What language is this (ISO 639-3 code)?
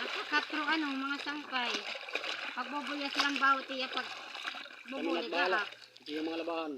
war